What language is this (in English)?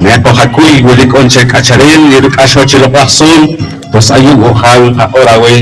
Poqomchi'